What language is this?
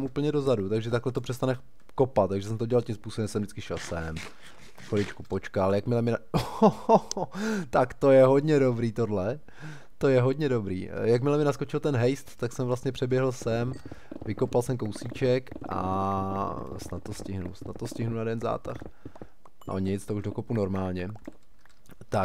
Czech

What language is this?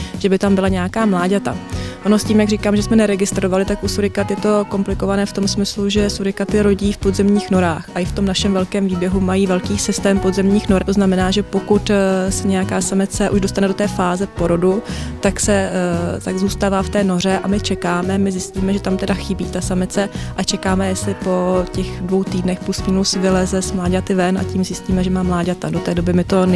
Czech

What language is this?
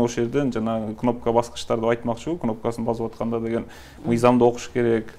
Kyrgyz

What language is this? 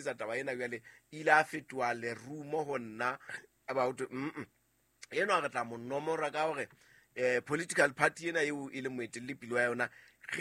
Southern Sotho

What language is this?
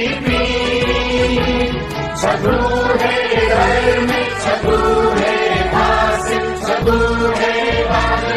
Newari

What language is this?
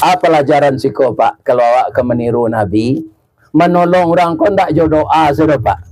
Minangkabau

